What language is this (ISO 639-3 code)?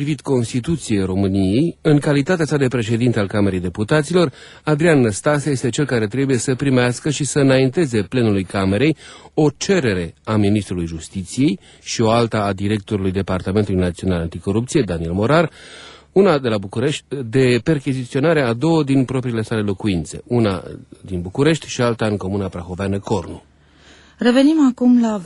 ron